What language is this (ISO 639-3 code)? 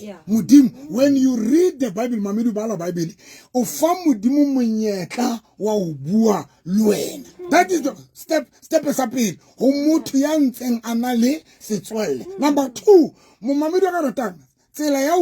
sot